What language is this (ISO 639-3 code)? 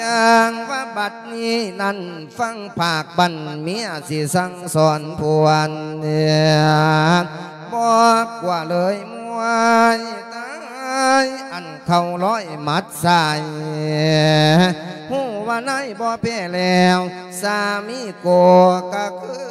lao